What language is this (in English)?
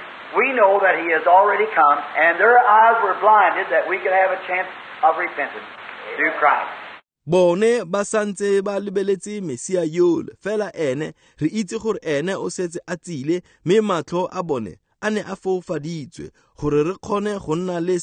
Tswana